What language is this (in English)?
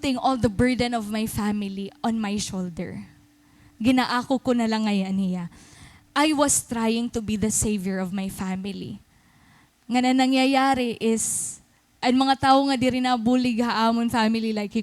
Waray